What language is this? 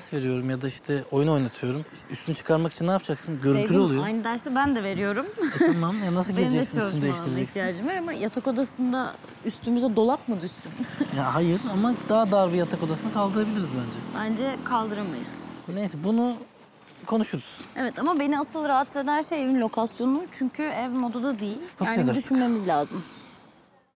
Turkish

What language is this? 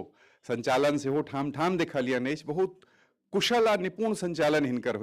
Maithili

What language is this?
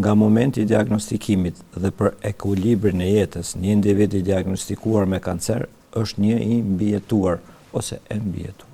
Albanian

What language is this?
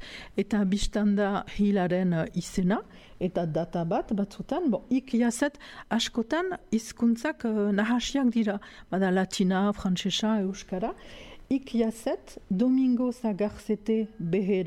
Basque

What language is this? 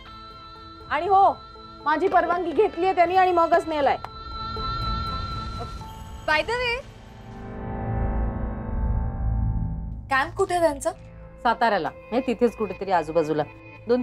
Marathi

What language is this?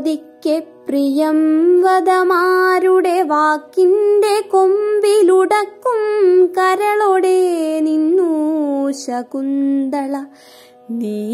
Malayalam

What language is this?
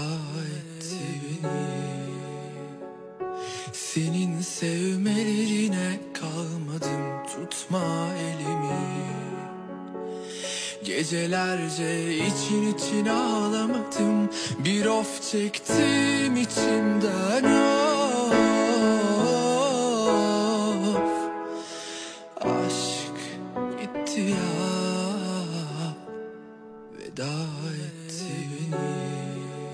Turkish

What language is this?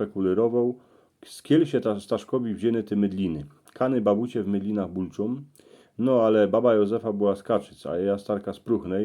Silesian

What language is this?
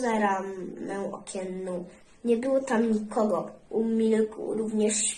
Polish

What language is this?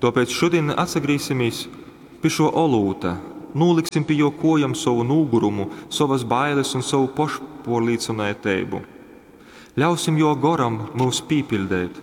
Latgalian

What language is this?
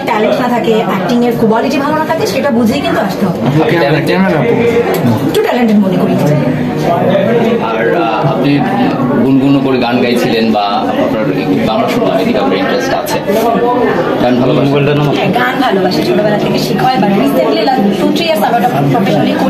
Bangla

